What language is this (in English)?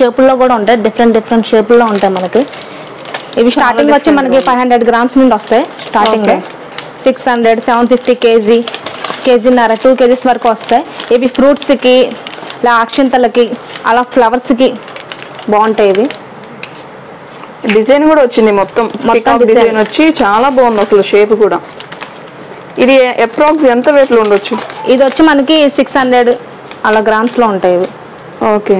Telugu